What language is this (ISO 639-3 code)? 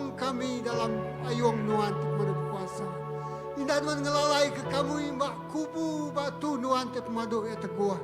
iba